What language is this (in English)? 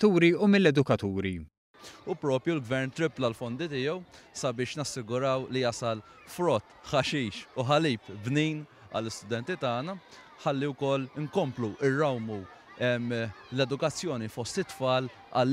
Maltese